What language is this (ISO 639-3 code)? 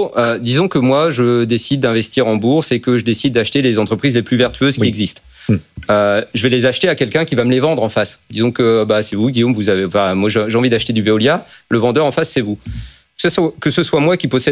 fra